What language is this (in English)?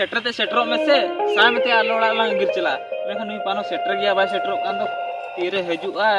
Santali